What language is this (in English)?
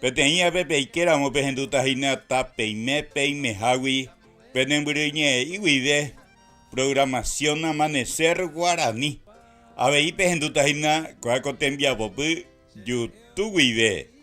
Guarani